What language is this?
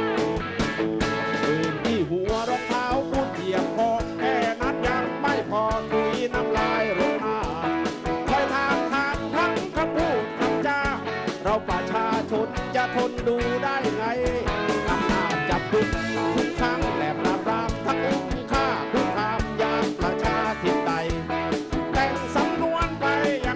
Thai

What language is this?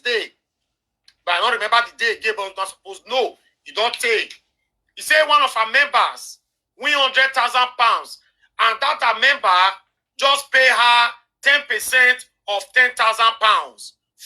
Nigerian Pidgin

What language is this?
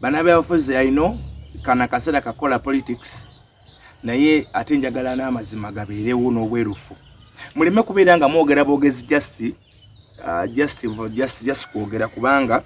Ganda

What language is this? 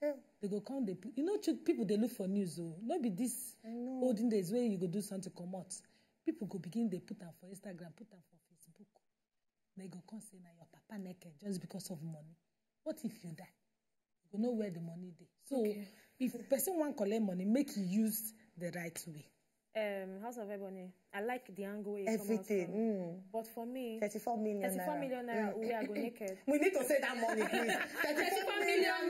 Nigerian Pidgin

